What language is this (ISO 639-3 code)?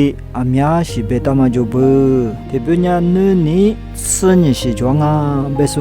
lis